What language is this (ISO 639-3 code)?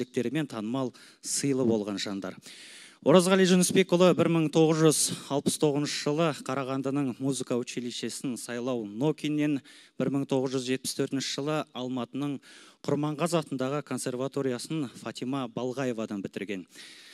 kaz